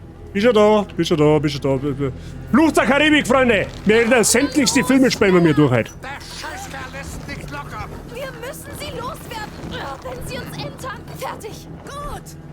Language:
Bavarian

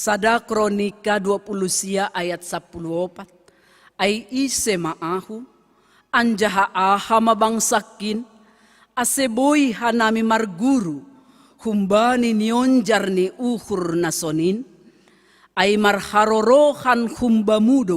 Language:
Batak Simalungun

